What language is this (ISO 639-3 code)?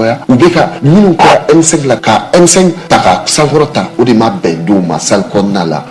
bam